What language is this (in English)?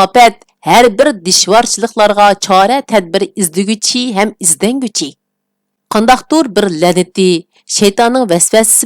Uyghur